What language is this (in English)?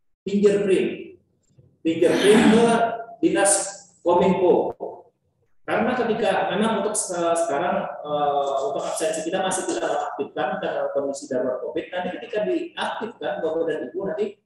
Indonesian